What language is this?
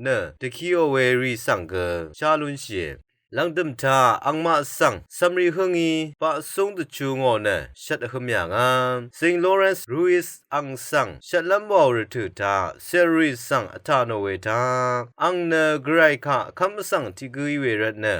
Rawang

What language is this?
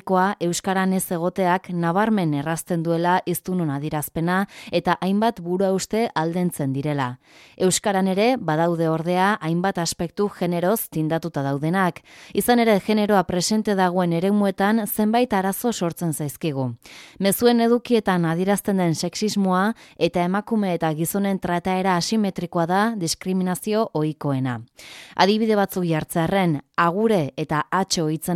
Basque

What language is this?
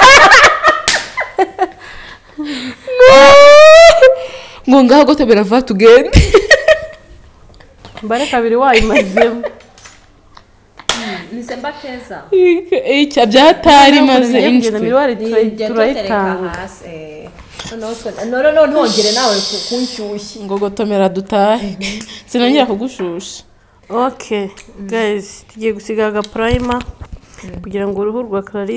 Kinyarwanda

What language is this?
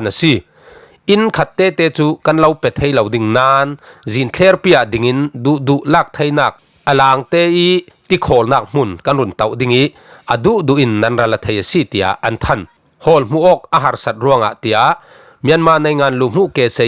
Falam Chin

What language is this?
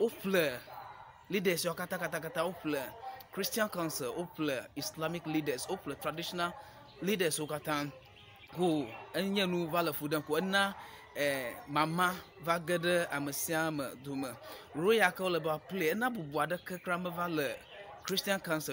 Ewe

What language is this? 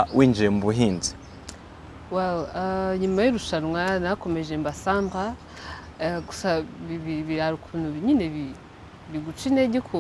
Kinyarwanda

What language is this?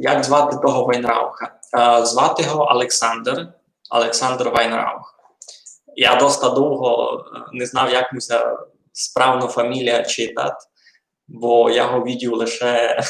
Rusyn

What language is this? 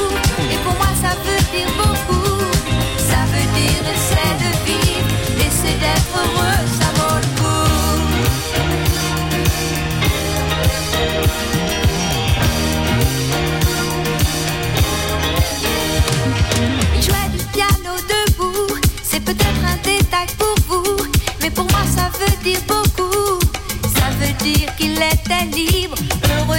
French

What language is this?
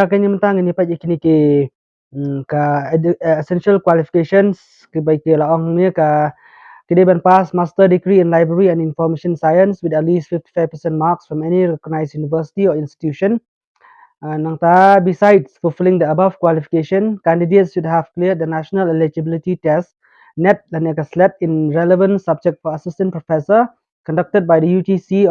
Khasi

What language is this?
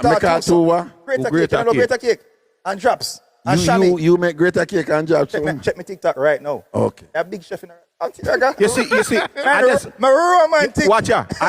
Jamaican Creole English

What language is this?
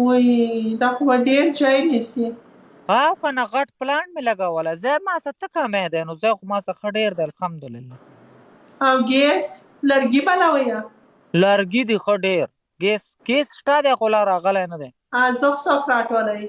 Pashto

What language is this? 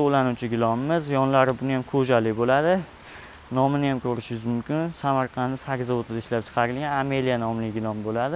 Uzbek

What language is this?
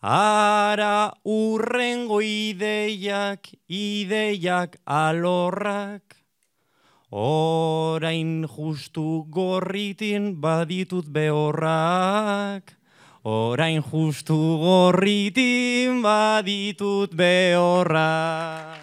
Basque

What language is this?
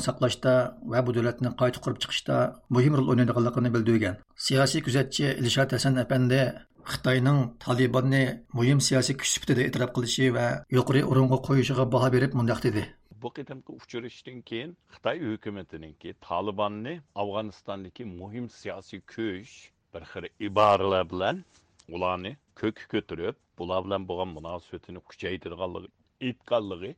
Uyghur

